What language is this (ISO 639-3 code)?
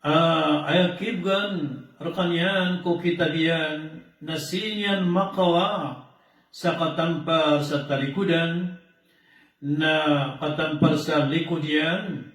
mrw